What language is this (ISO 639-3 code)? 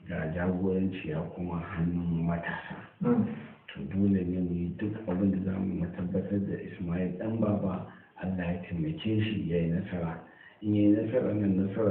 hau